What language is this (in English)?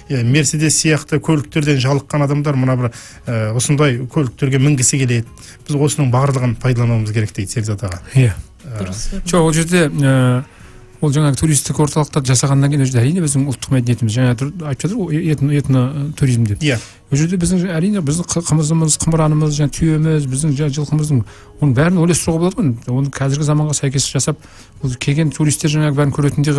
Kazakh